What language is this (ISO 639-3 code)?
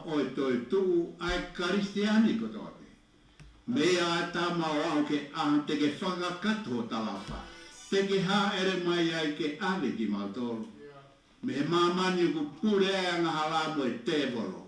ton